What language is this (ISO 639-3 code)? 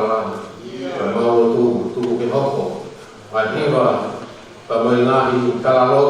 ton